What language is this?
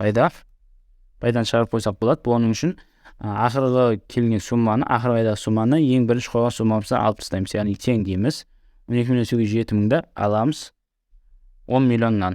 Kara-Kalpak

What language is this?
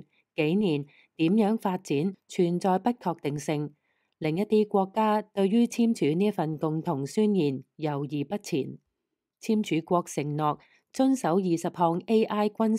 Cantonese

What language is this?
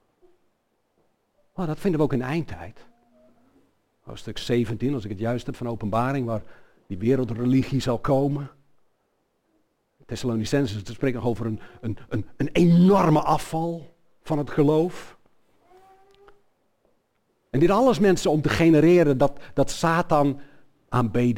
Dutch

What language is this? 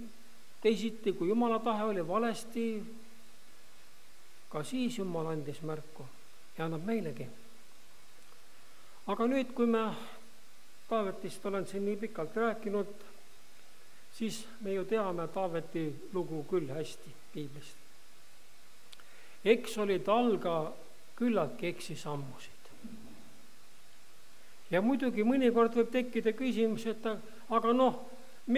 Estonian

